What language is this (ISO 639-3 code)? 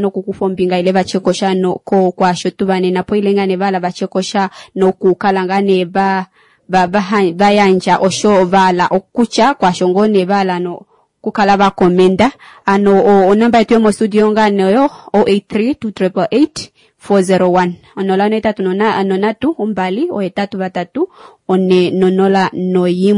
kua